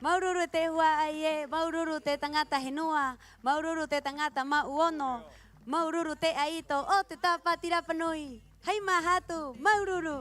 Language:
Rapanui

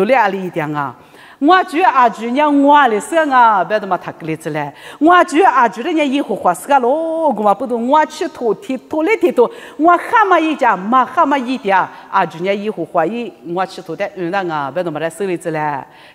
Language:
Lisu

